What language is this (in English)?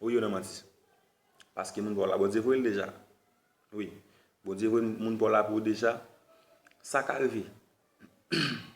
Haitian Creole